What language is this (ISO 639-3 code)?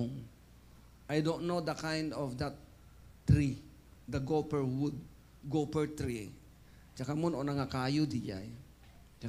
ilo